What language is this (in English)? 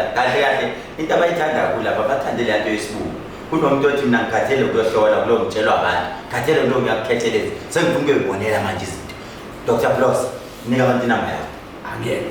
Zulu